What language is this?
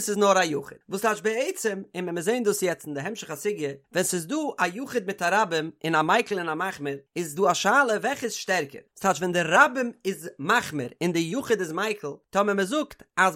Yiddish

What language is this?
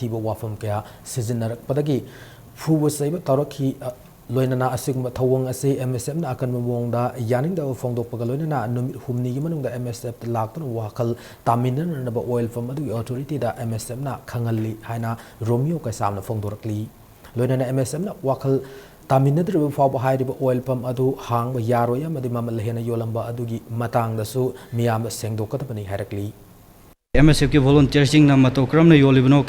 Manipuri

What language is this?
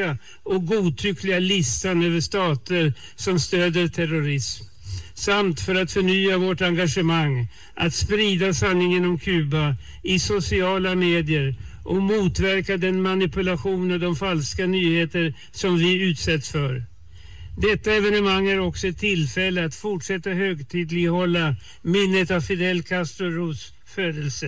Swedish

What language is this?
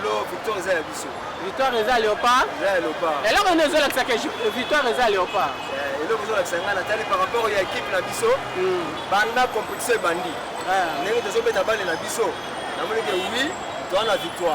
Lingala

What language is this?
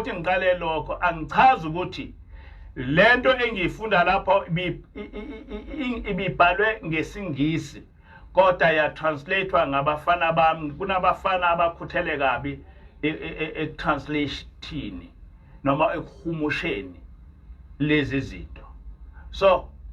Zulu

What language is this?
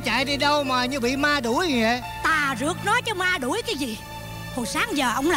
Vietnamese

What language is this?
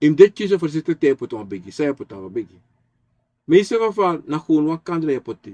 Sranan Tongo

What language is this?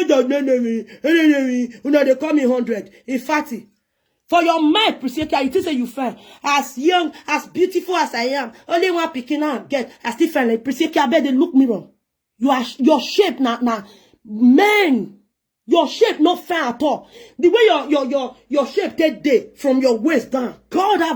Nigerian Pidgin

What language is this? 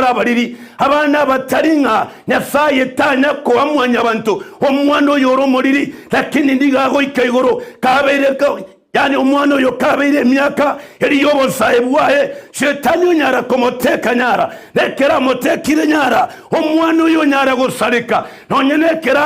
Gusii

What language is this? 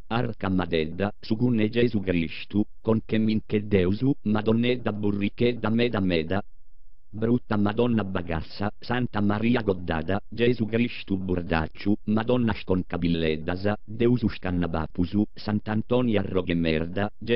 Sardinian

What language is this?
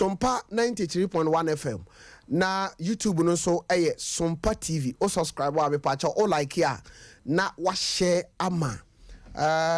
Akan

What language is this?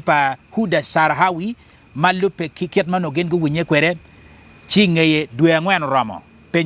Acoli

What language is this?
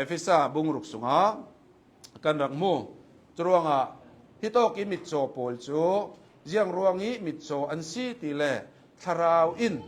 Hakha Chin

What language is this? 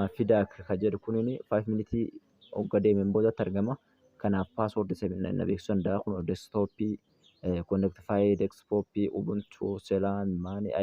Oromo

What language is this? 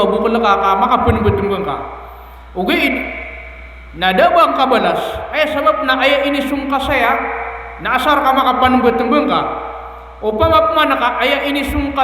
Maranao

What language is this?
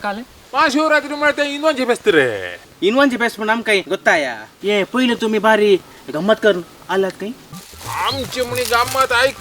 Konkani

